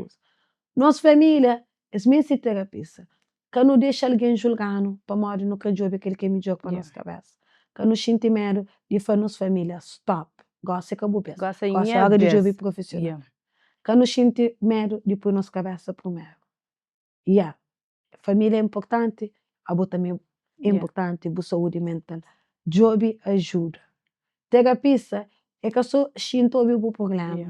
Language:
Kabuverdianu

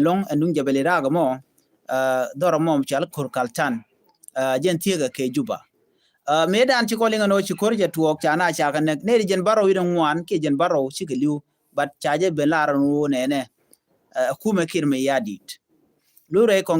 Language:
Nuer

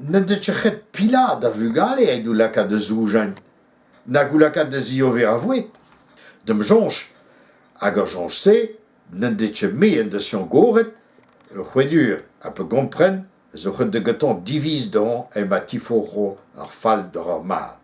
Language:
Breton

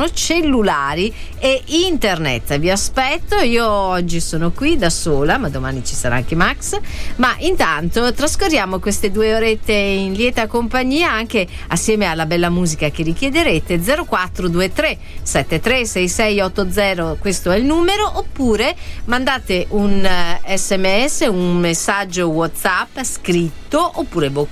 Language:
Italian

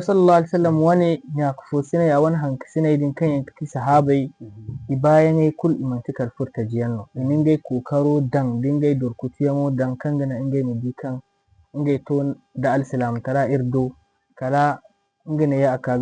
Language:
Zarma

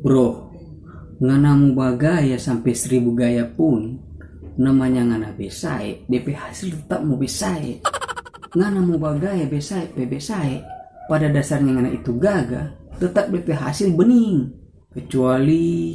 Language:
Manado Malay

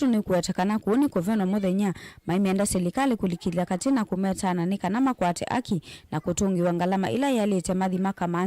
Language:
Kamba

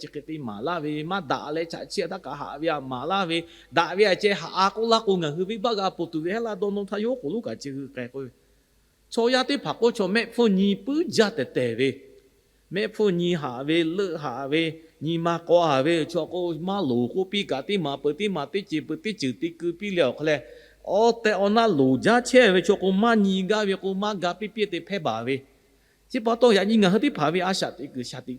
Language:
Lahu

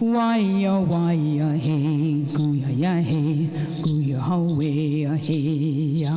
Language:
Mohawk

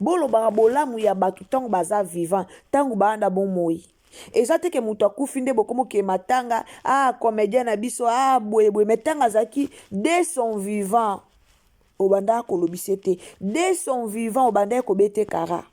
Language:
Lingala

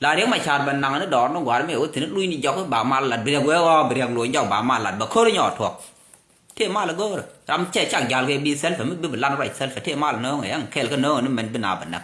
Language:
Nuer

